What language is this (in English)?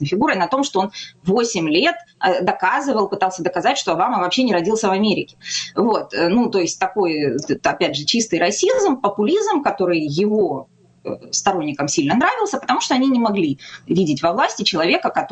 Russian